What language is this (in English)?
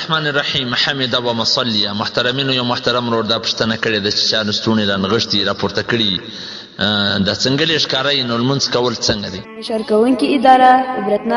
Pashto